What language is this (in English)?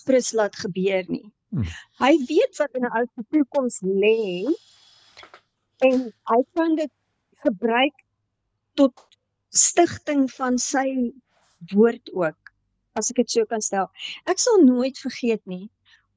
Afrikaans